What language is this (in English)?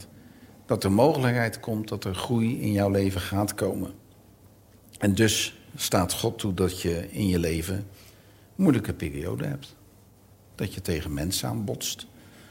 Dutch